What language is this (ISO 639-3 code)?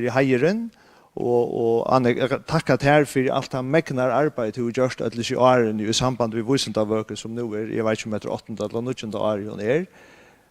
fao